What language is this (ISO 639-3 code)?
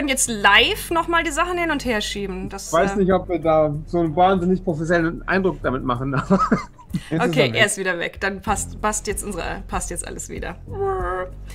deu